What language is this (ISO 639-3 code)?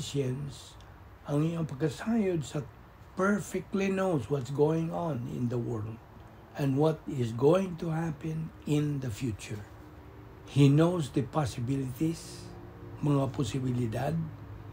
ceb